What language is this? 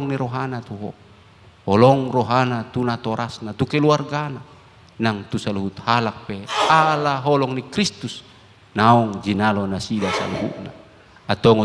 Batak Toba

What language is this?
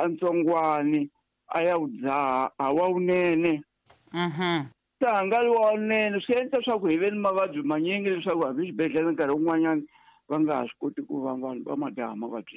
Tsonga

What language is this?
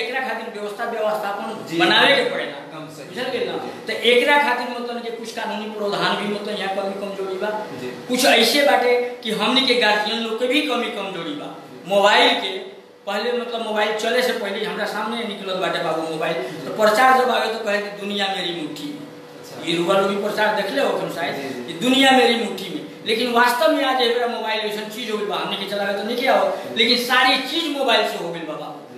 Bhojpuri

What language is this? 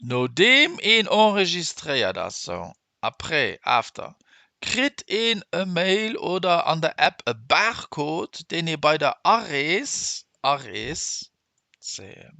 Luxembourgish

